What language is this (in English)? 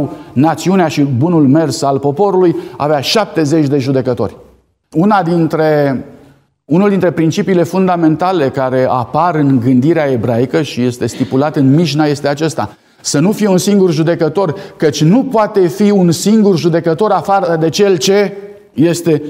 Romanian